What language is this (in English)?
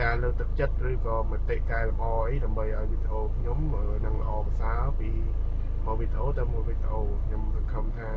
Khmer